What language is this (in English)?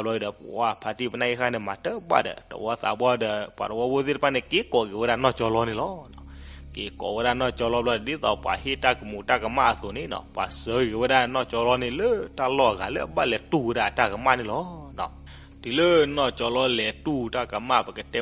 S'gaw Karen